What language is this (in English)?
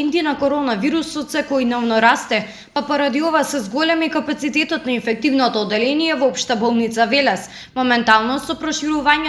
Macedonian